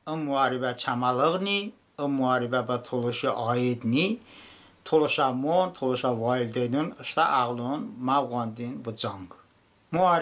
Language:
Talysh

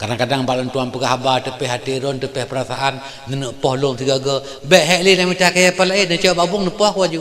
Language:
Achinese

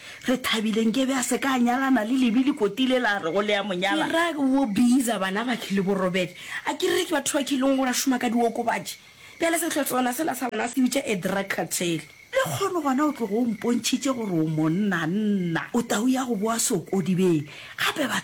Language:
Northern Sotho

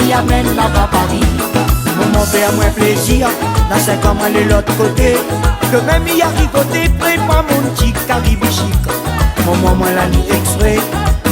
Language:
Réunion Creole French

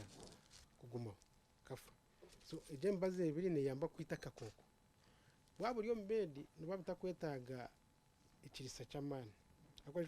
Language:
Nyankole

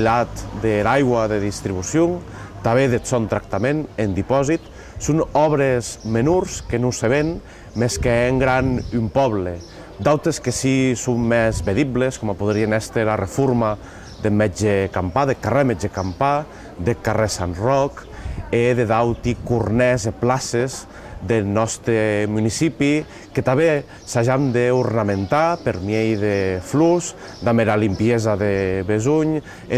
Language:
Occitan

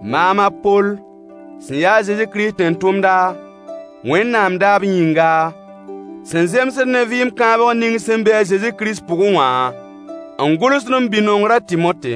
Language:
Mossi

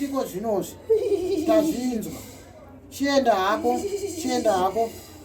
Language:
Shona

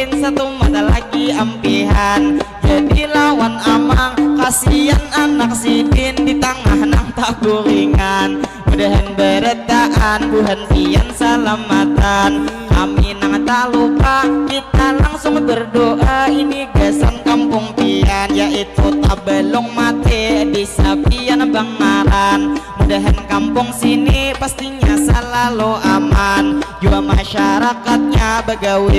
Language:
Banjar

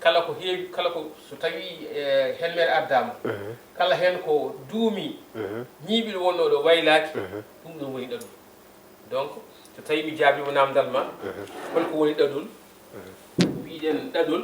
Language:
Fula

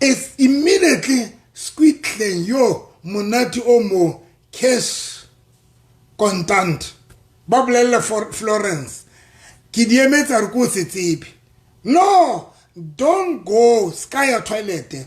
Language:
Southern Sotho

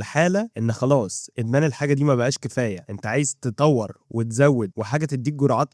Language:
Egyptian Arabic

